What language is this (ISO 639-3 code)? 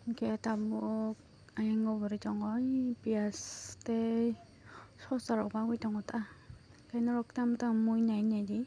trp